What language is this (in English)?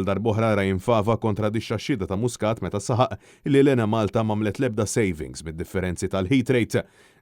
Maltese